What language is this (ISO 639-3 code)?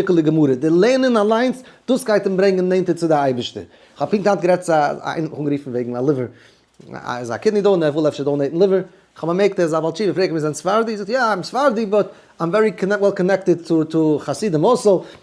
yid